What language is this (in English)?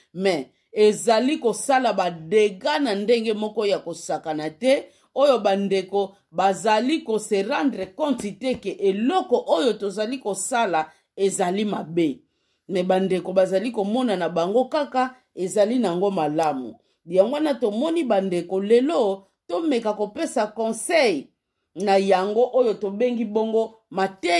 Lingala